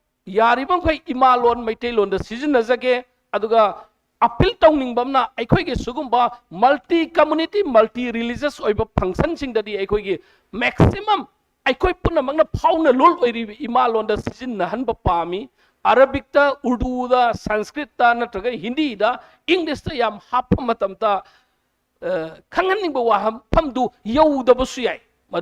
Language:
Manipuri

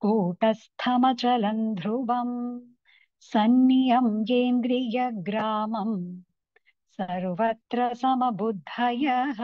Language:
Sanskrit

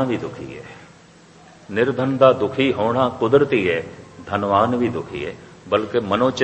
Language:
Punjabi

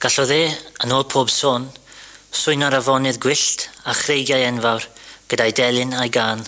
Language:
Welsh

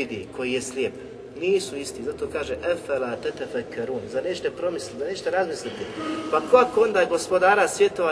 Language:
Bosnian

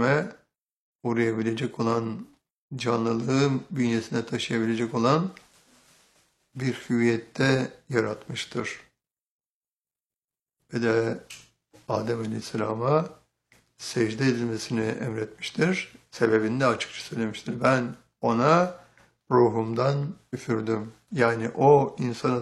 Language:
Turkish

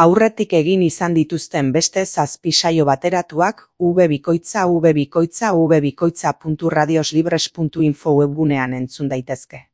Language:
Basque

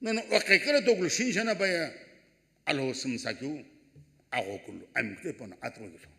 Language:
Sumi Naga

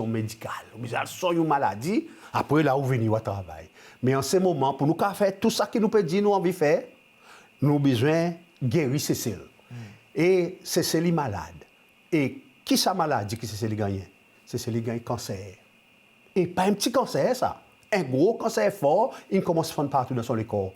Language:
Seselwa Creole French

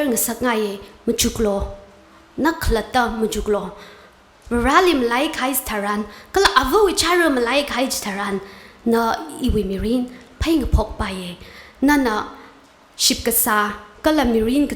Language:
Tangkhul Naga (India)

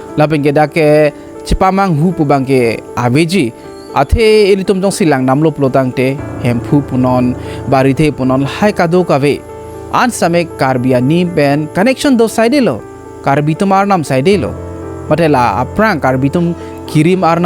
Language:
Karbi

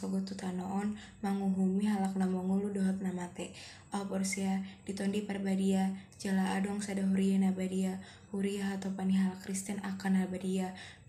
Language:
Batak Toba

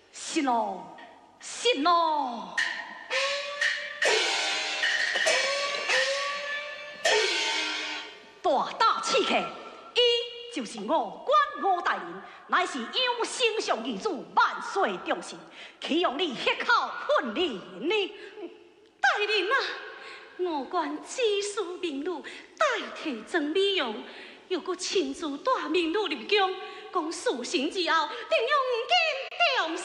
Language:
Min Nan Chinese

